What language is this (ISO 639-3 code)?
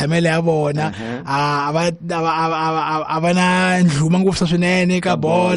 tso